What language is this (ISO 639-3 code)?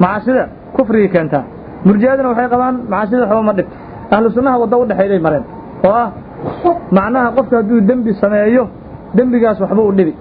som